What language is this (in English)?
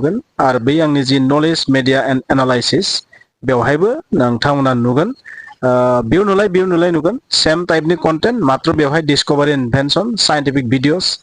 Bodo